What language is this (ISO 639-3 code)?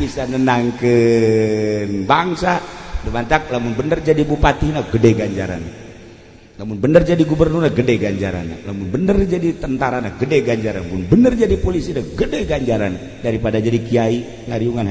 sun